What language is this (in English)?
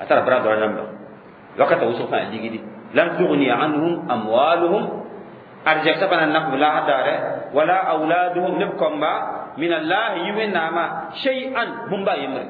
Mossi